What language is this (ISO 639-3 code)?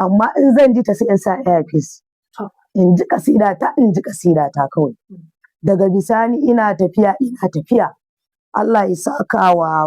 hau